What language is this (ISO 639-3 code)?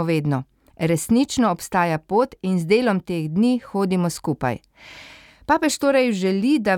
slv